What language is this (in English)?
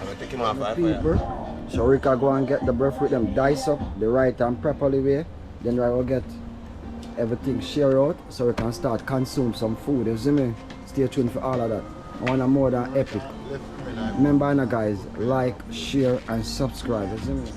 Jamaican Creole English